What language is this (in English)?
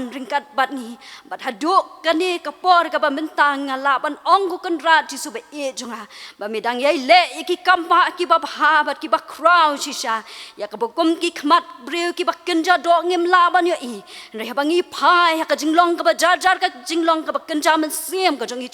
Khasi